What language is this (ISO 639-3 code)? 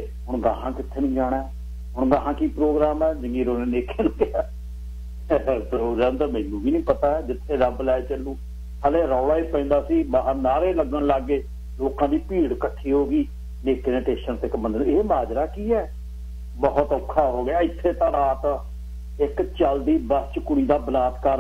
pan